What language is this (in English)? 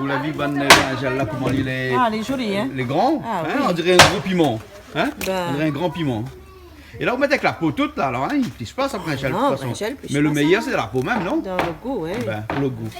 Réunion Creole French